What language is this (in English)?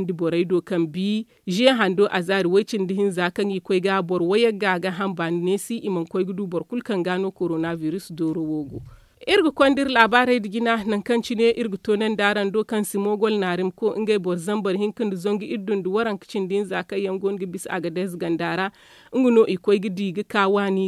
Zarma